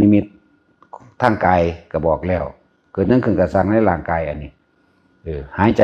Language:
Northeastern Thai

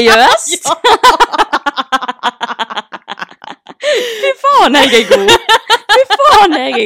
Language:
Norwegian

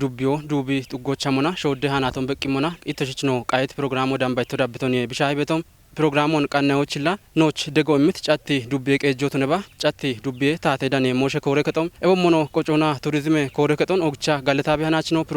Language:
Kafa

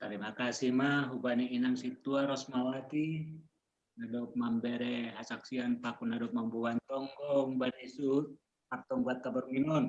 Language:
Batak Simalungun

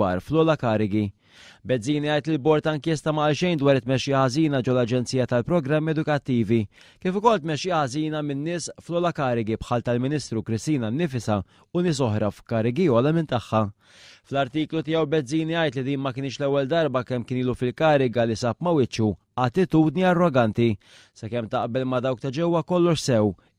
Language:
Maltese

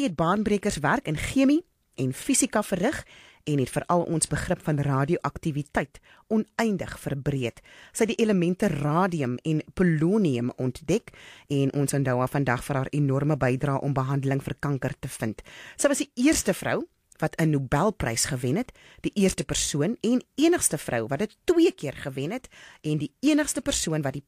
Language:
Afrikaans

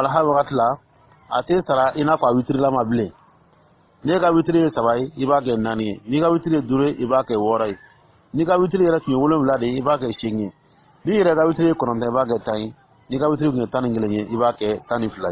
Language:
Dyula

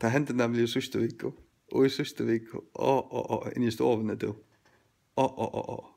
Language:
Faroese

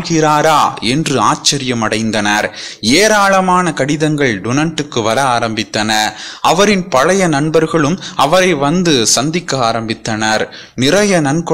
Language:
Tamil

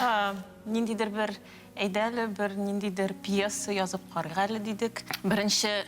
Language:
Tatar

